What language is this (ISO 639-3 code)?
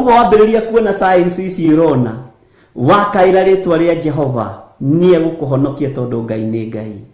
kik